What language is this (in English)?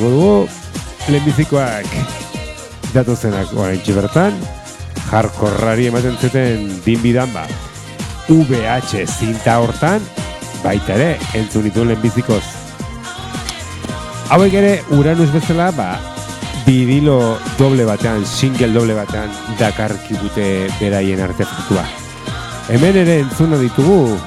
Basque